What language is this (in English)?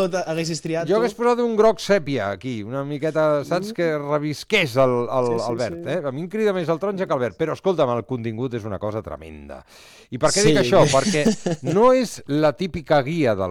Catalan